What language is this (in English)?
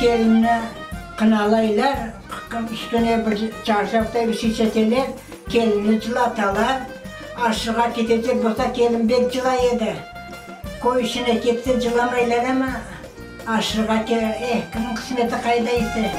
Crimean Tatar